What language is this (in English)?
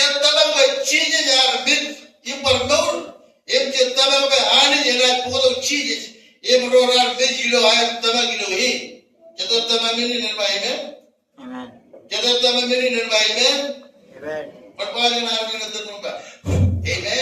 Marshallese